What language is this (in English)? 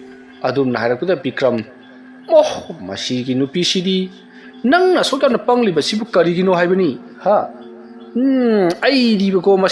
Manipuri